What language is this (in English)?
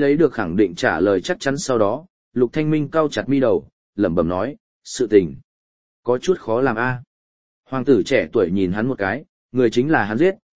Vietnamese